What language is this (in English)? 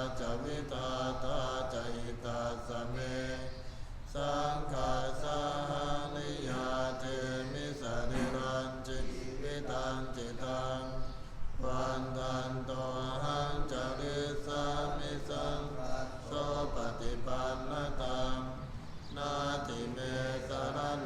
Pali